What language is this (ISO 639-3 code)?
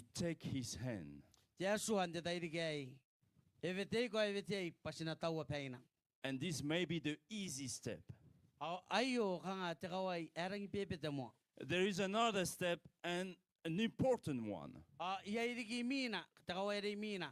gil